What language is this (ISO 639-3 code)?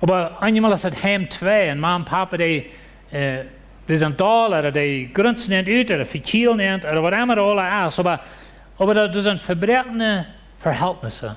pdt